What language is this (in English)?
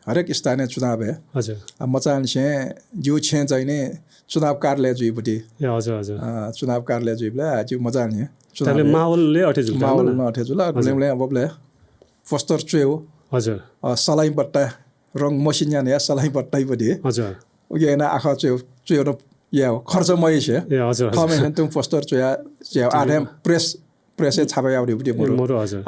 Newari